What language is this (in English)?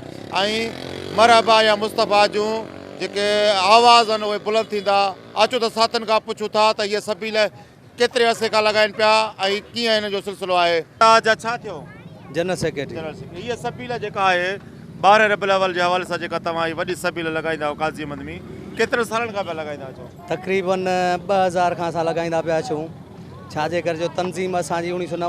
Sindhi